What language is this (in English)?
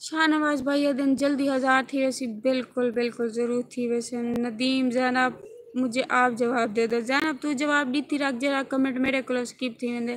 Saraiki